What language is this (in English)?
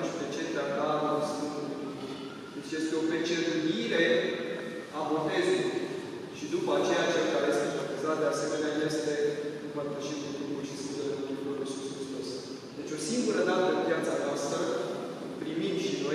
Romanian